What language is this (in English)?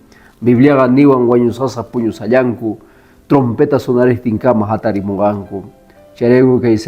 Quechua